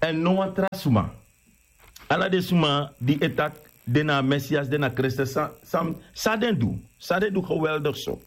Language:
Sranan Tongo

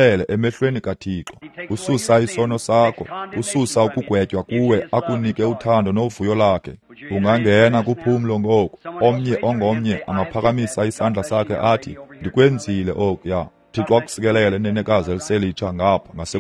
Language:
Xhosa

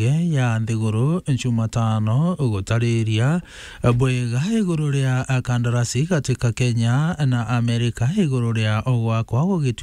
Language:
Meru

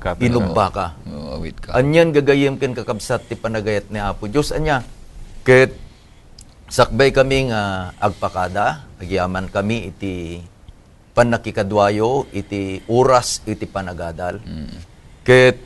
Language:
Iloko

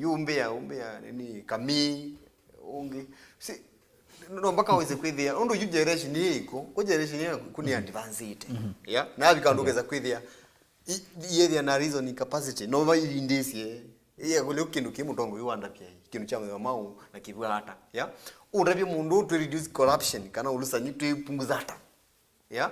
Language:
Kamba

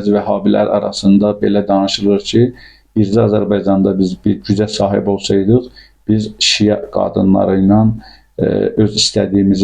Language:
Azerbaijani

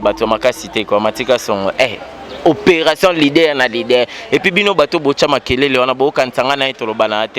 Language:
Lingala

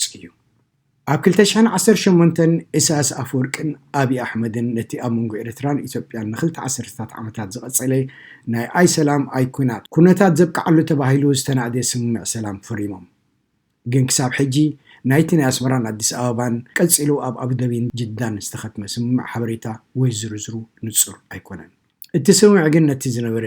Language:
Tigrinya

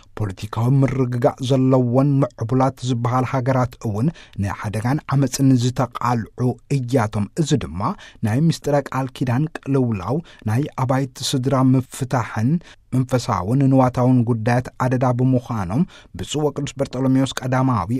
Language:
Tigrinya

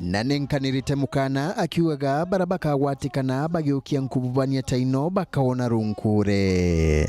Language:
Meru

